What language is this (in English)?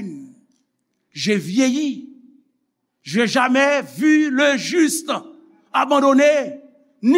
Haitian Creole